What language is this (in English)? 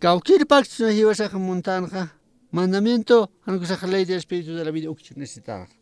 Aymara